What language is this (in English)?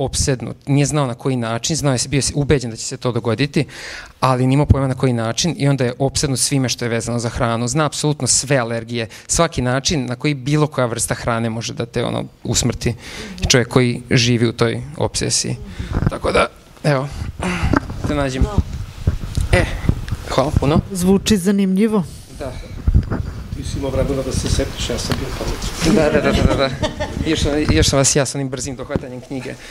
Serbian